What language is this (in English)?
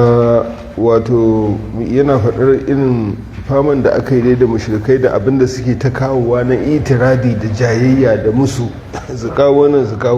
Hausa